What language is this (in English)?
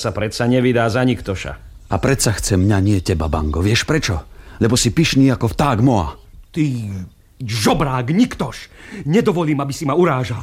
Slovak